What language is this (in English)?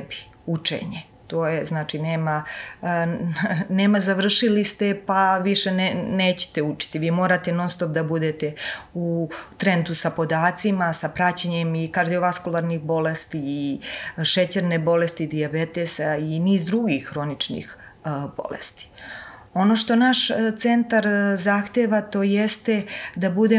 Serbian